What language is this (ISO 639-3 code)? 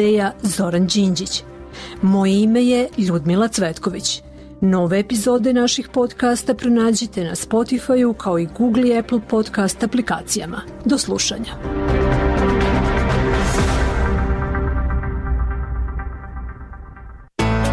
srp